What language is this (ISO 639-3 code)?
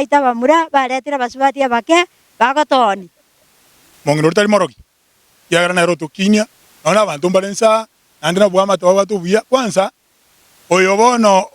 guz